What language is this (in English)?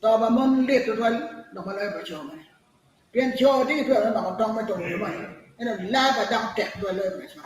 Acoli